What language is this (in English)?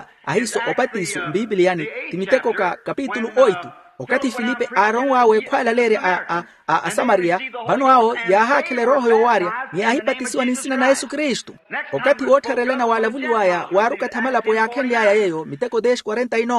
Makhuwa